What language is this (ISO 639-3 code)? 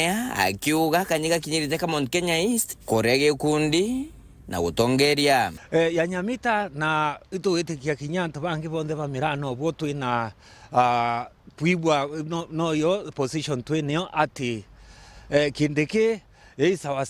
mer